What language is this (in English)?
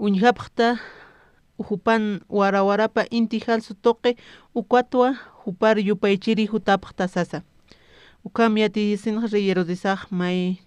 Aymara